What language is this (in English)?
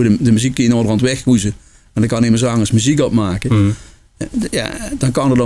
Limburgish